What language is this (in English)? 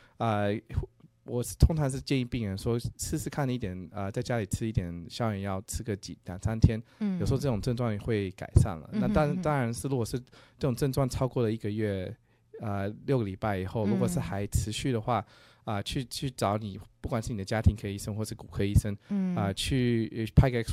Chinese